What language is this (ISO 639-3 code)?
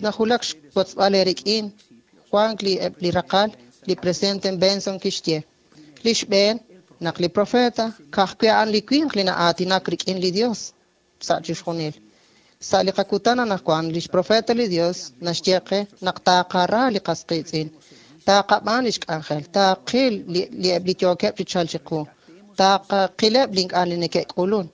kek